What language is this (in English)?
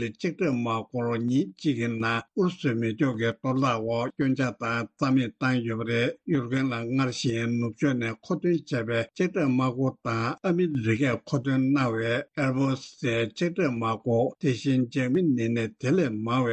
Tibetan